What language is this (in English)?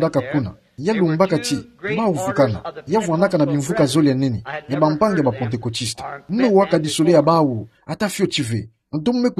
Kituba (Democratic Republic of Congo)